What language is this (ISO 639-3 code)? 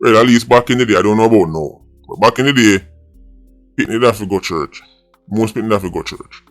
jam